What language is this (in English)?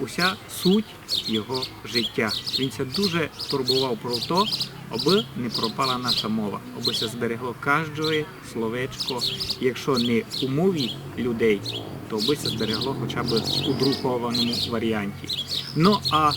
Rusyn